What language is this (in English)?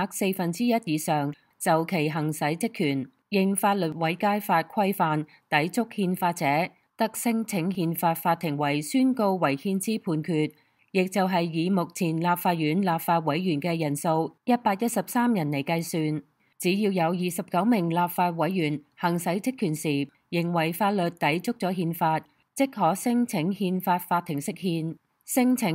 Cantonese